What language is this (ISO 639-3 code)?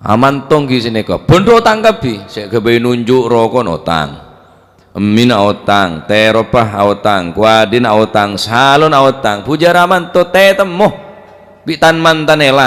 mad